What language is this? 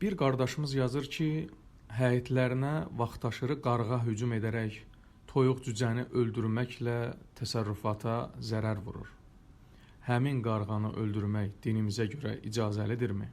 Azerbaijani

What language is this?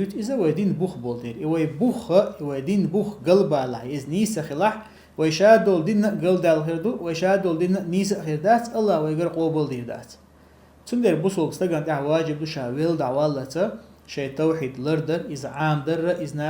Chechen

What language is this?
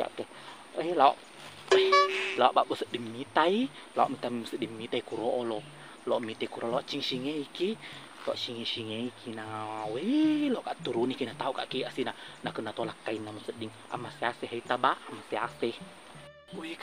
Buginese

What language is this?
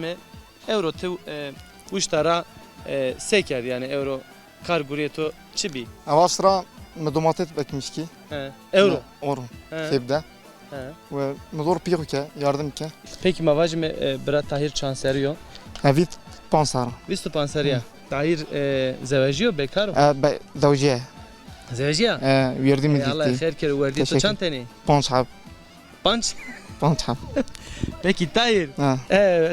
Zaza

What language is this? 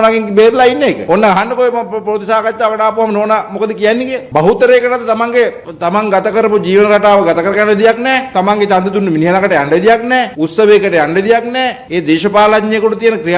Sinhala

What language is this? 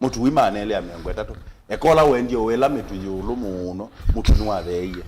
Kamba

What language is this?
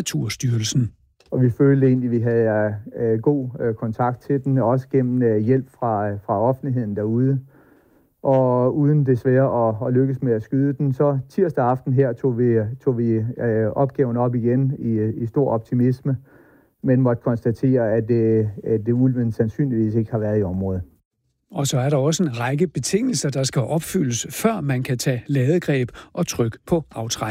Danish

